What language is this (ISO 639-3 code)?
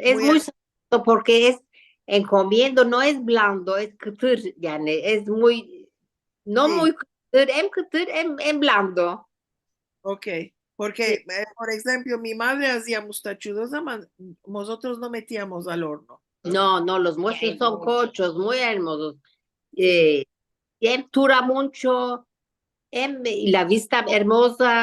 lad